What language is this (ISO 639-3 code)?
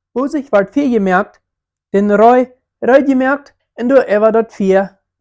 pdt